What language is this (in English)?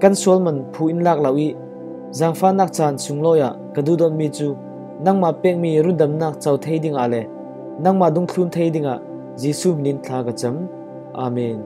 Falam Chin